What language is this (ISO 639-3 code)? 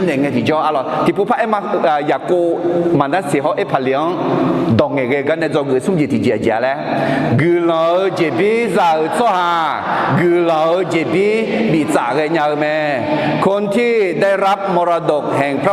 ahk